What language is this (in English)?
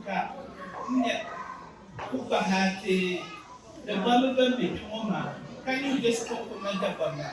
Dagbani